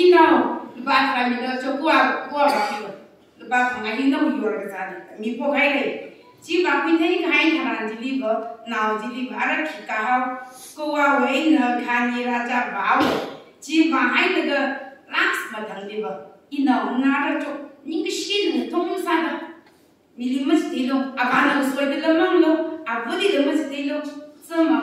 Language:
Tangkhul Naga (India)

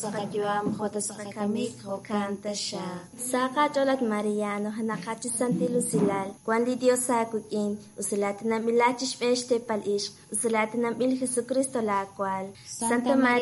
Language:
Kekchí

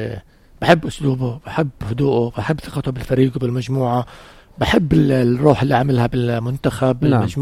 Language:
North Levantine Arabic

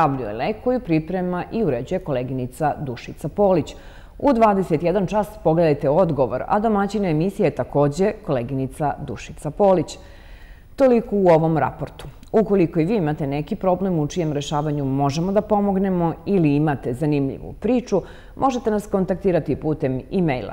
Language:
Serbian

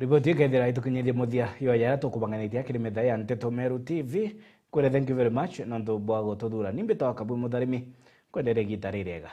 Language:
Meru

